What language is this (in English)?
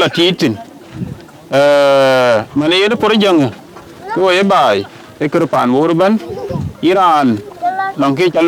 Dinka